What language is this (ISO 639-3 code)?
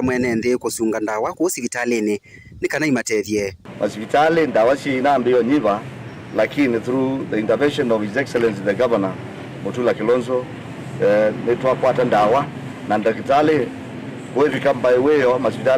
kam